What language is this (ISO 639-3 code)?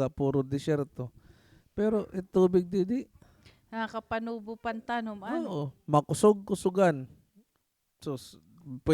war